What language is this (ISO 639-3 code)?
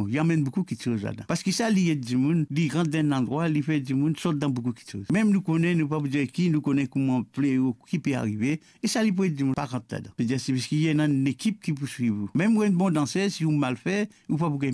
mfe